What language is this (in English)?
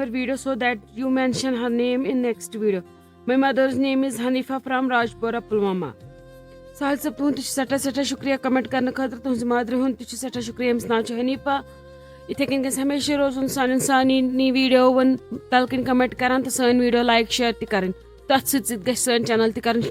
Kashmiri